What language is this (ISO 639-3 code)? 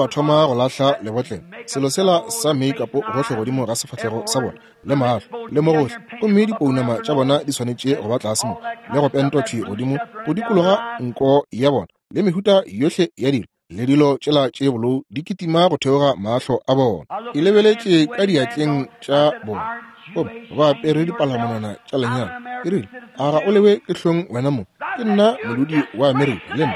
nso